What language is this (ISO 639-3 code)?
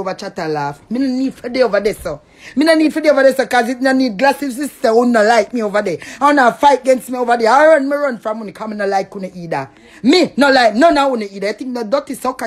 jam